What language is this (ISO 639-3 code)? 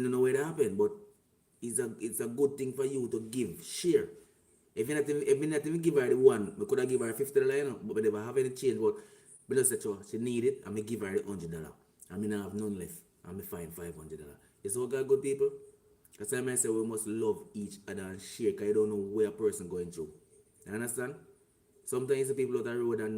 jam